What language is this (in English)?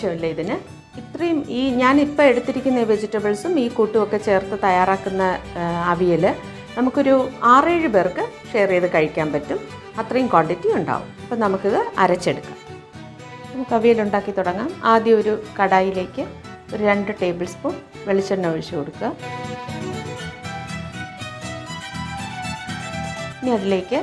Malayalam